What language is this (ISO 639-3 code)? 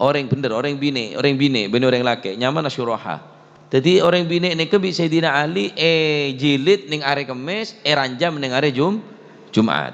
mad